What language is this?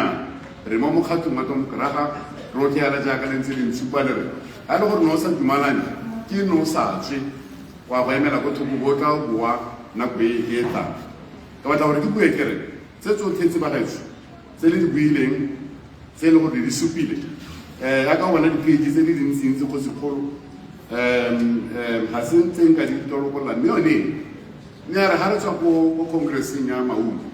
Tswana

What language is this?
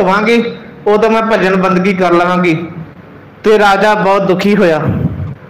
Punjabi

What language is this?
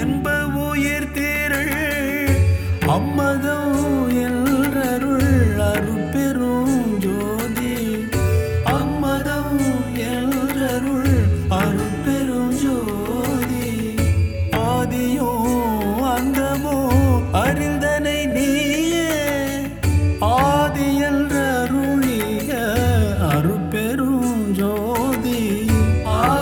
Tamil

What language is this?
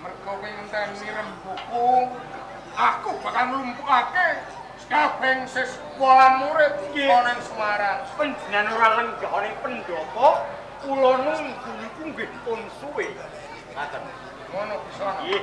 Javanese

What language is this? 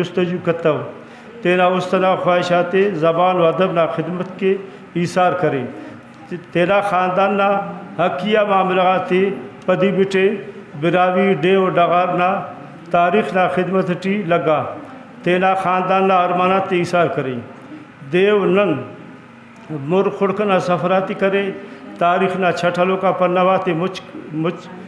Brahui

